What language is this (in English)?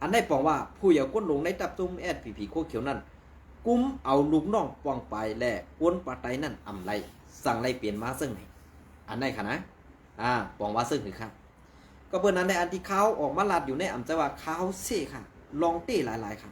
Shan